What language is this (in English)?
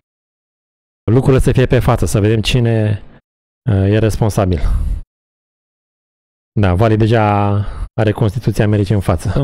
Romanian